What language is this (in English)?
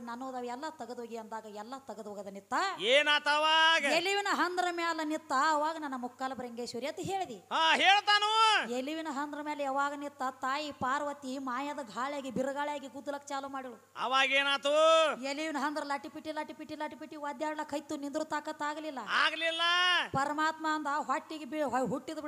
Kannada